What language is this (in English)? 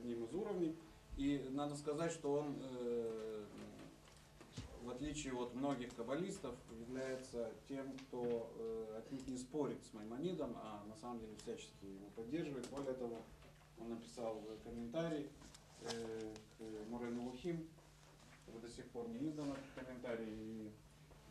Russian